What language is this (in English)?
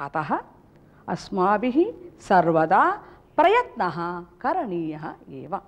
Sanskrit